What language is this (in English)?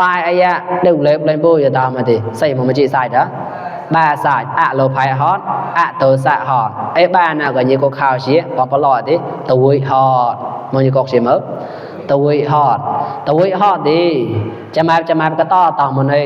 Mon